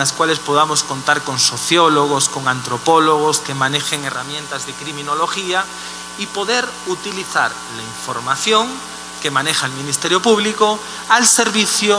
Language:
Spanish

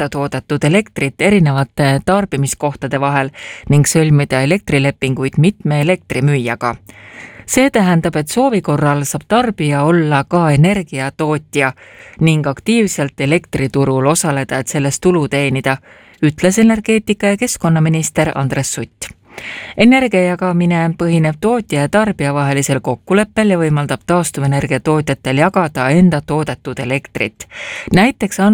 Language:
Estonian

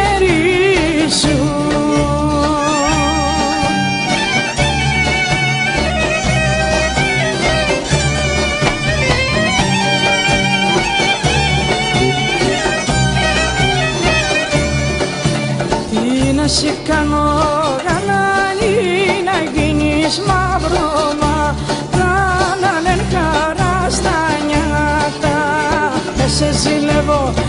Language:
Greek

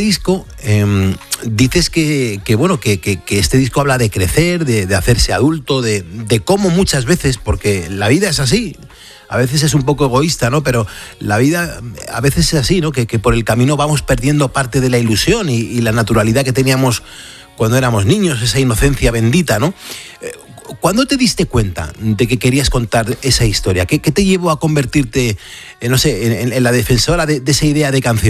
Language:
Spanish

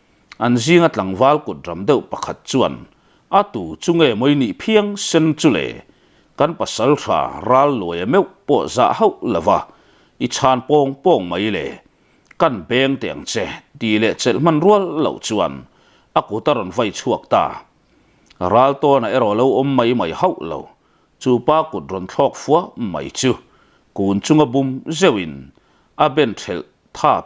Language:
Mizo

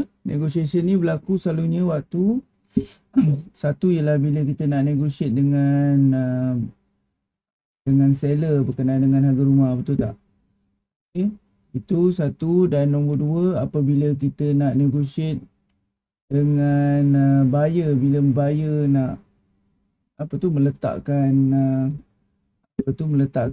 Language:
Malay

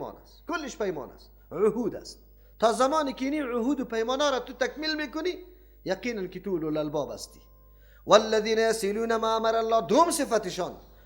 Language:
Persian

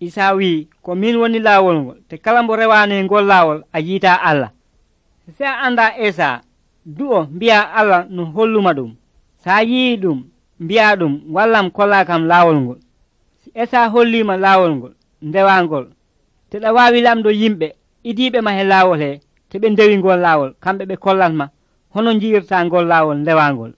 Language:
Nigerian Fulfulde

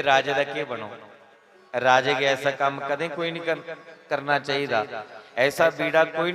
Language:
Dogri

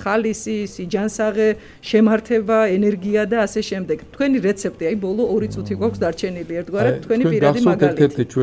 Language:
Georgian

